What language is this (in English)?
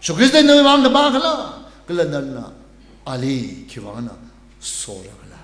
Tangkhul Naga (India)